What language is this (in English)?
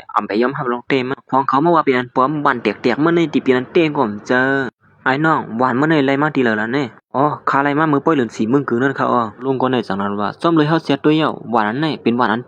Shan